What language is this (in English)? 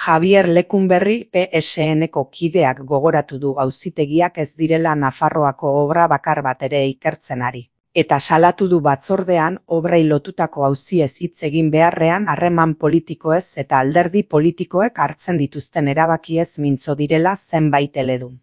Basque